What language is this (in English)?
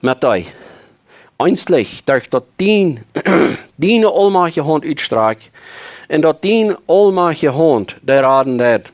Plautdietsch